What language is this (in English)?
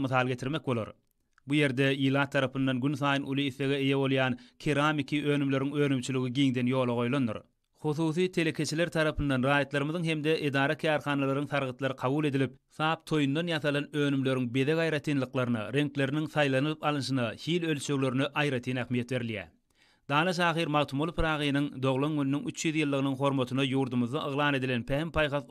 Turkmen